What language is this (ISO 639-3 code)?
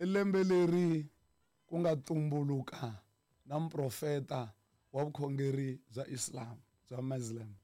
tso